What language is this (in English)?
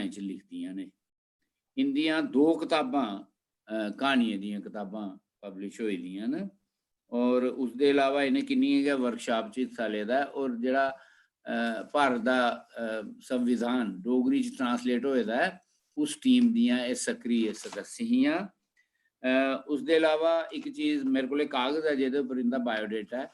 Dogri